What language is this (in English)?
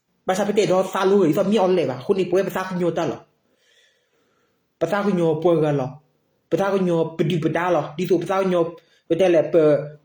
S'gaw Karen